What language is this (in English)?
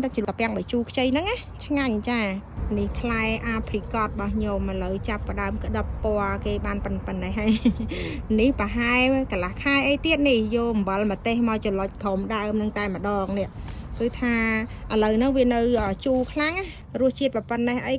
Khmer